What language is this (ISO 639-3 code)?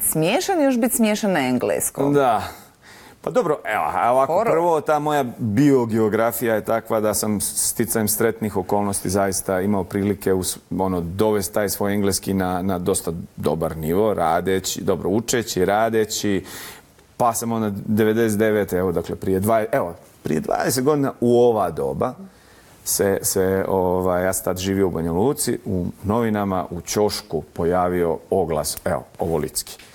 bos